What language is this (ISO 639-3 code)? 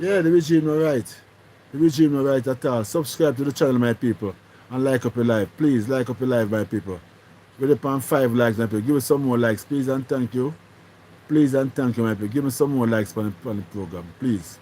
jam